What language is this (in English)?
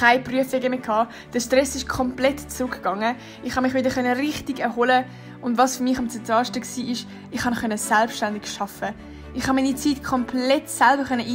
Swiss German